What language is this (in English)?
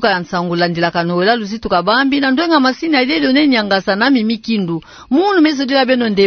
Kituba (Democratic Republic of Congo)